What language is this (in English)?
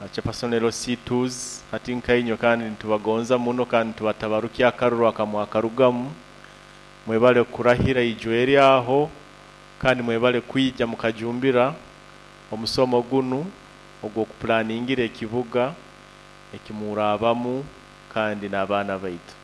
Nyoro